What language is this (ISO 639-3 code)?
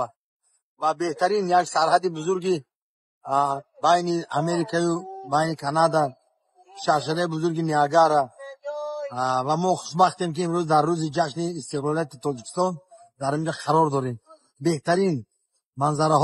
tgk